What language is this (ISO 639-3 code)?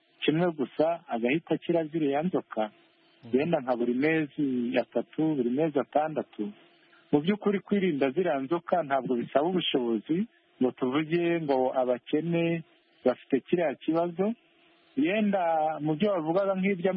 kin